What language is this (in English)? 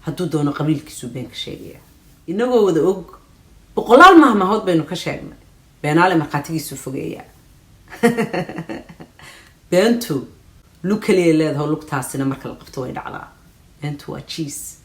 Somali